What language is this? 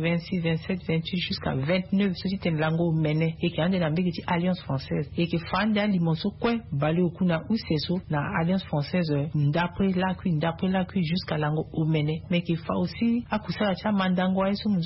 Sango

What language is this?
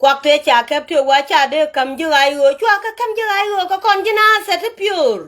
Nuer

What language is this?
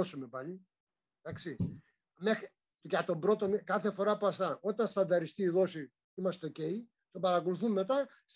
Greek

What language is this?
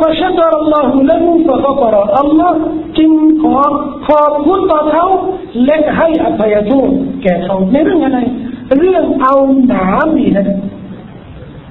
Thai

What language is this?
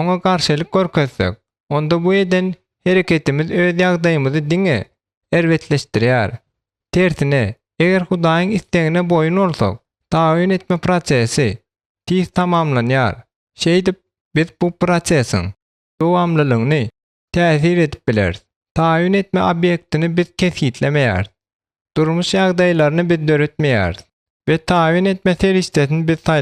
Turkmen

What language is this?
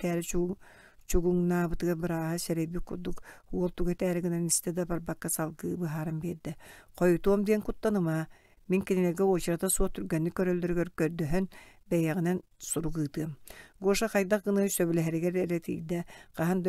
Yakut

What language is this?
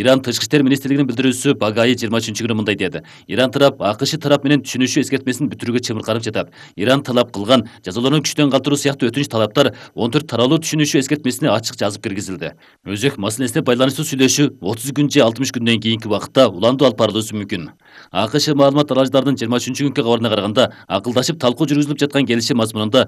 Kyrgyz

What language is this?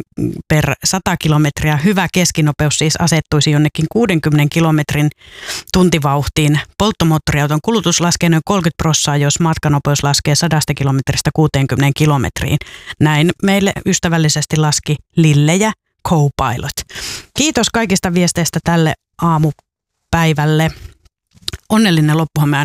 Finnish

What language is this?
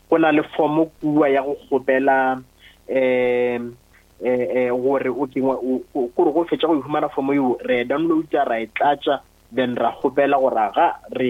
Northern Sotho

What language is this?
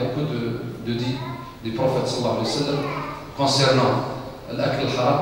French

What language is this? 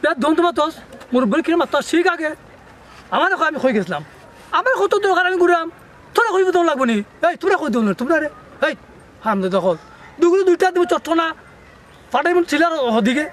Sylheti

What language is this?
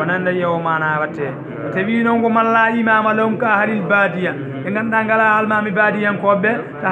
Fula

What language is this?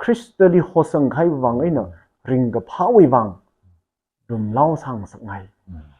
Tangkhul Naga (India)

